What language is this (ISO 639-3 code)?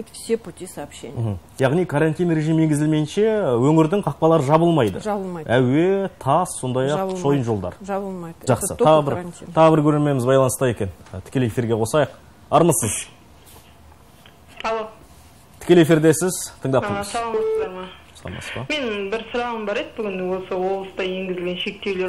kaz